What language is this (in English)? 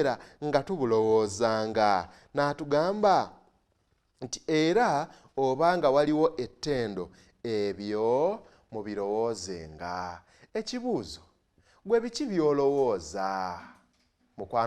Ganda